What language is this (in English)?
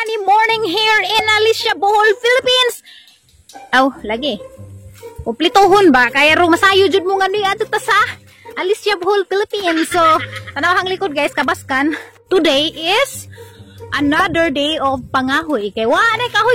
Cebuano